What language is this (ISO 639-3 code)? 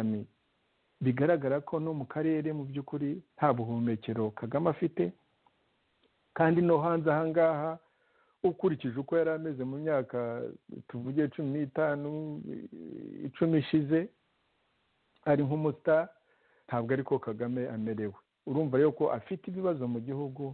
kin